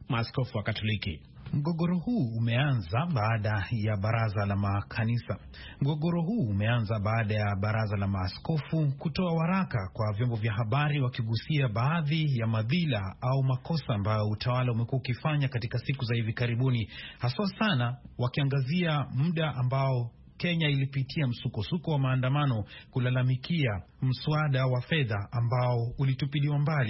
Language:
Swahili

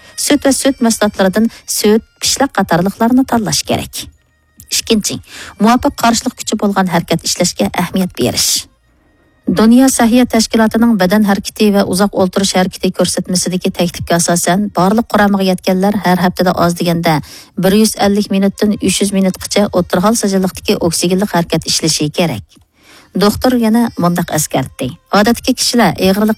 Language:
Uyghur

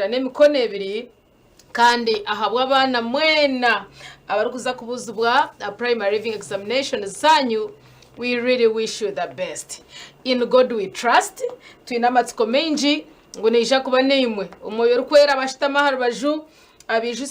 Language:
Nyankole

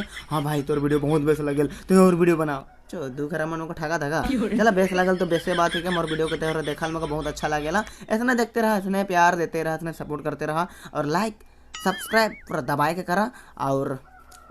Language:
Sadri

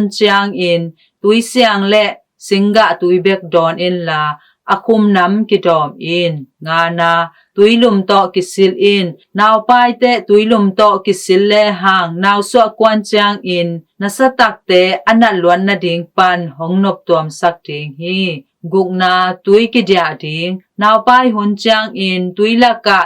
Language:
Tedim Chin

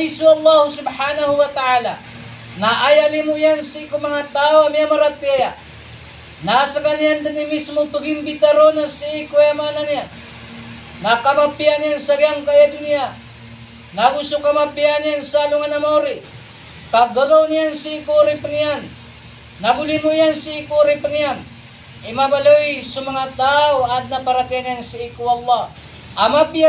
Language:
Maranao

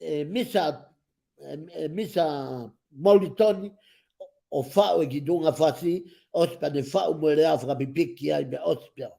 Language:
Tongan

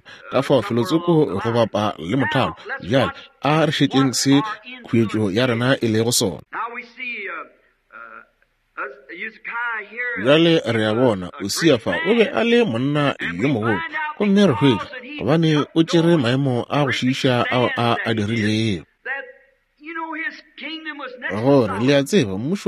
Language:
Northern Sotho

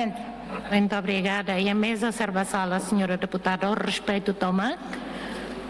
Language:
Tetum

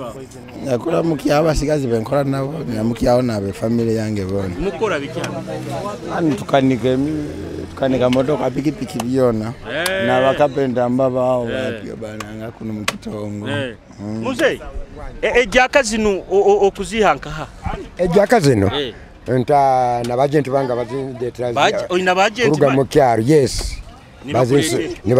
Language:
Nyoro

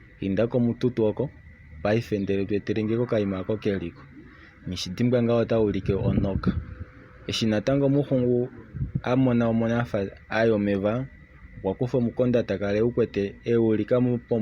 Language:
Kuanyama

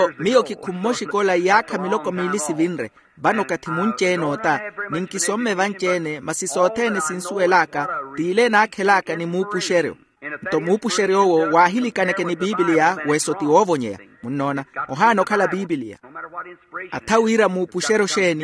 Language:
Makhuwa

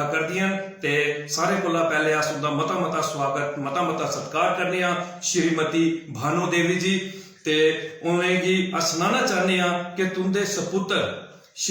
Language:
Dogri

